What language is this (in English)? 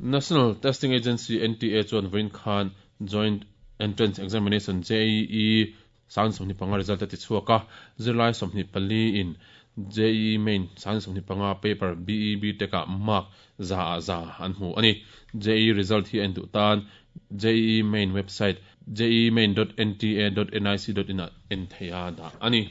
Mizo